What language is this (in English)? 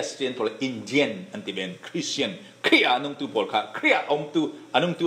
Falam Chin